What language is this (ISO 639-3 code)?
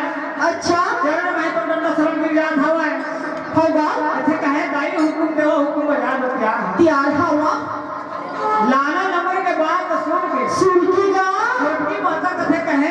hne